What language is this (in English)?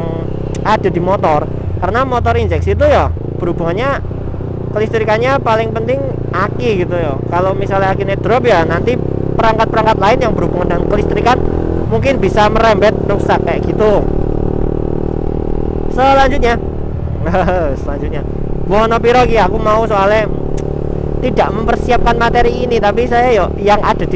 Indonesian